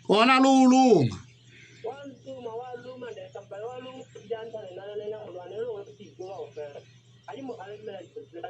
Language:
Southern Sotho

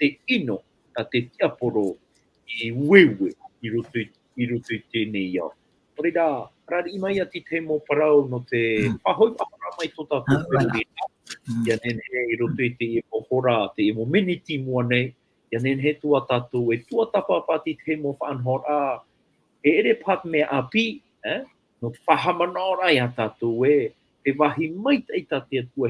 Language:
Tahitian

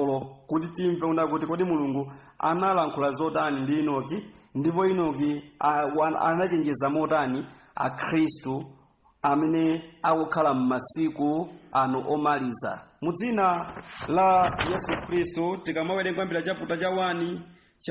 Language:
Nyanja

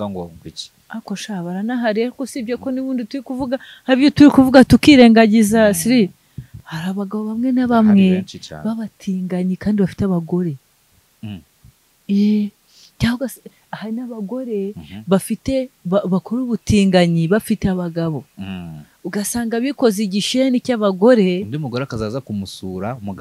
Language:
Kinyarwanda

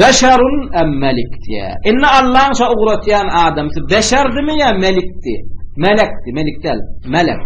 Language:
Turkmen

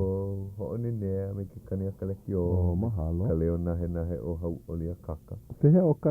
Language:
Hawaiian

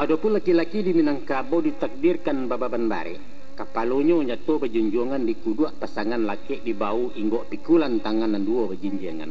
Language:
Minangkabau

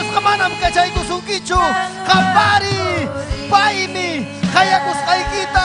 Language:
Ayacucho Quechua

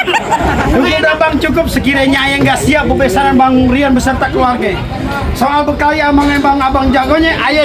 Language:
Betawi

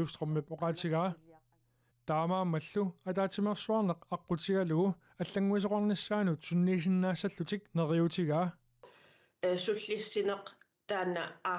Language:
Kalaallisut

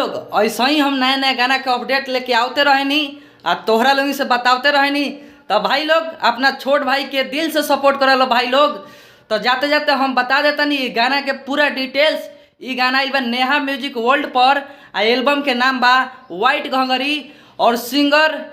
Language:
Bhojpuri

